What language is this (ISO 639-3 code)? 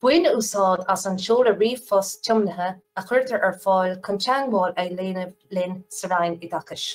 gle